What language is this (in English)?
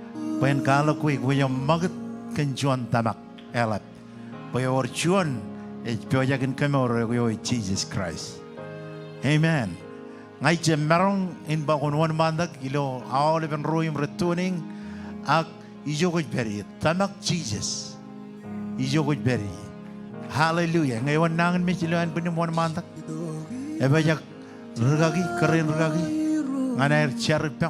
Marshallese